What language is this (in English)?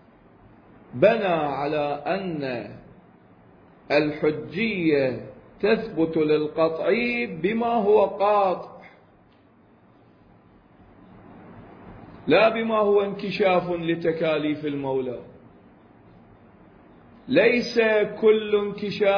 Arabic